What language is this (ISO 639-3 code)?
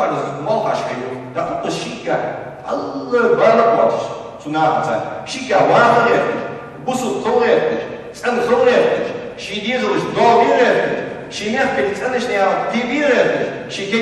inh